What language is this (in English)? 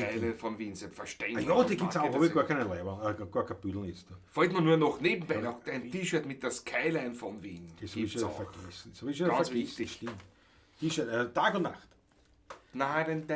Bavarian